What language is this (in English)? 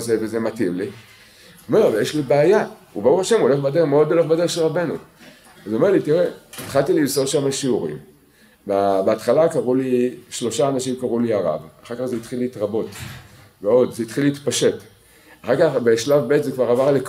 Hebrew